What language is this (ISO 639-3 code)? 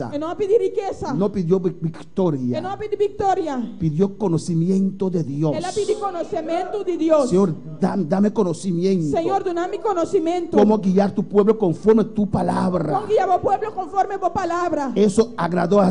pap